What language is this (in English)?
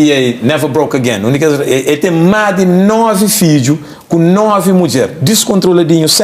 Kabuverdianu